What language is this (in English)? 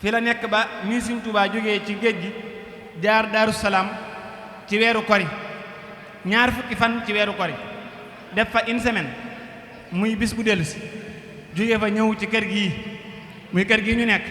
Wolof